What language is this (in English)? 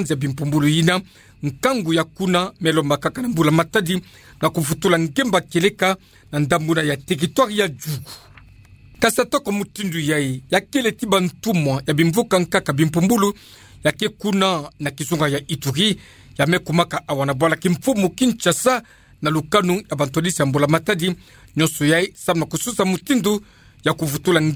Kituba (Democratic Republic of Congo)